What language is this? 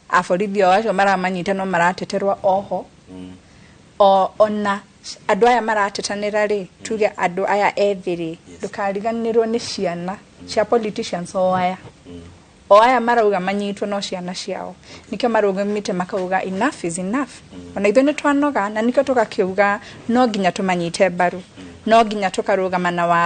Kikuyu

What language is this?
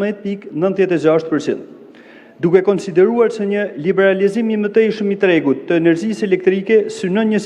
Albanian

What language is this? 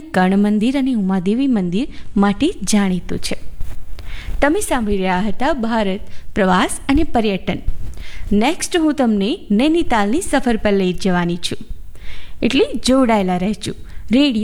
Gujarati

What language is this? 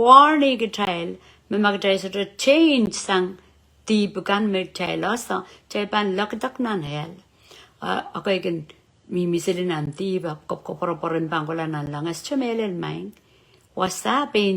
Pohnpeian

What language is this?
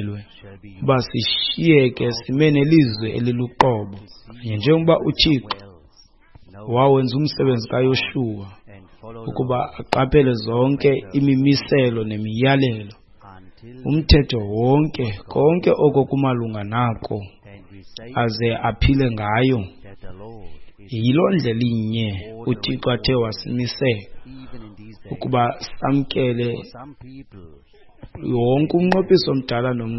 Xhosa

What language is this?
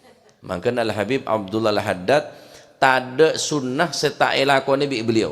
Madurese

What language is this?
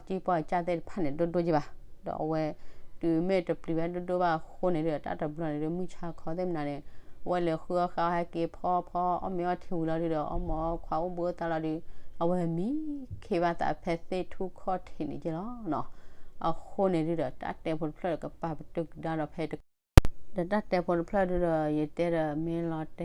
S'gaw Karen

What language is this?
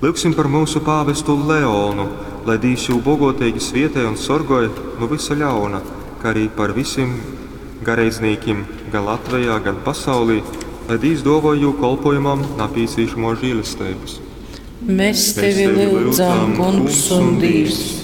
Latgalian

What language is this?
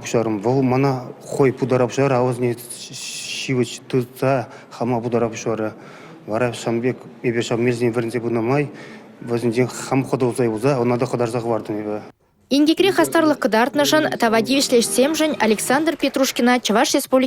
Chuvash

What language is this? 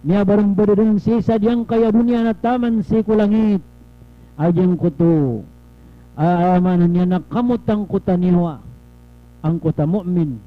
Maranao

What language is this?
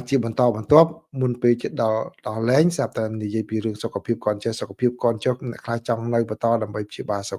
Khmer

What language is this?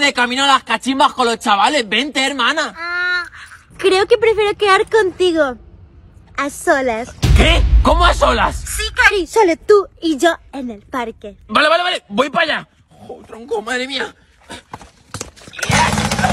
Spanish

